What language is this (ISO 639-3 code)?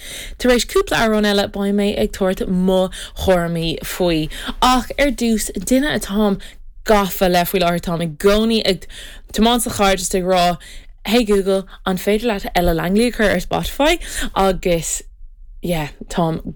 gle